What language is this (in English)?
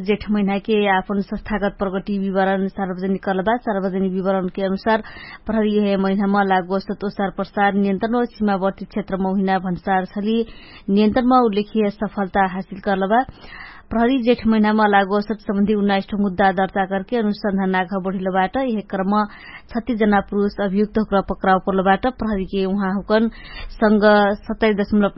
Dangaura Tharu